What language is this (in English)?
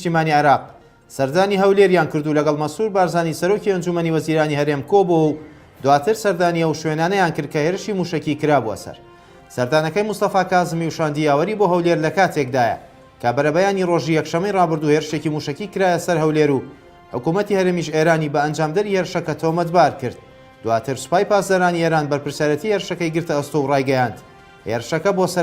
Central Kurdish